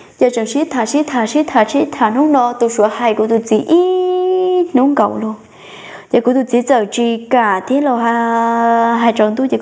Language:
Hmong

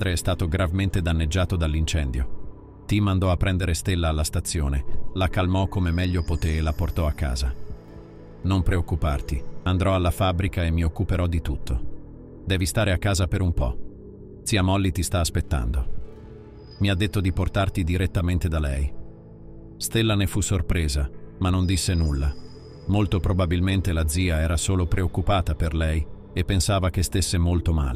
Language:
Italian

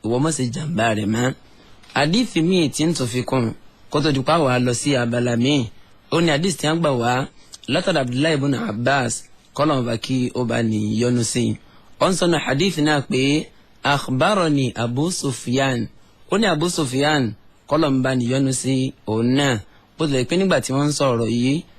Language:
Yoruba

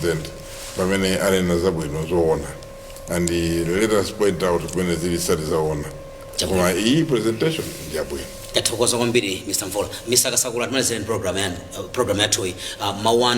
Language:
Nyanja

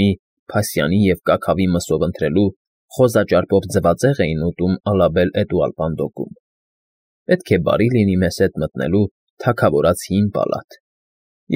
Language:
Armenian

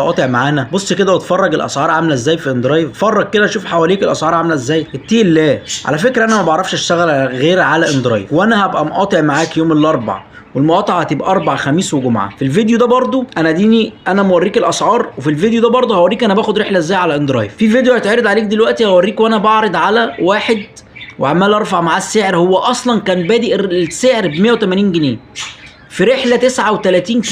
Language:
Egyptian Arabic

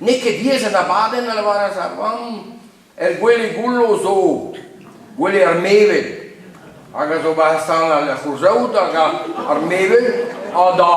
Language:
Breton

